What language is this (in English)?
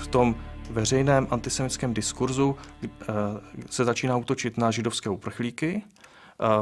Czech